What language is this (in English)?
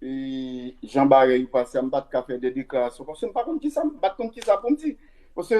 Haitian Creole